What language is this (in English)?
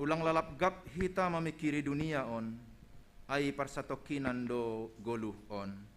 Batak Simalungun